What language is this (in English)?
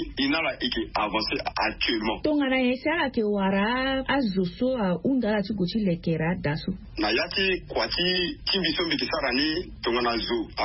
Sango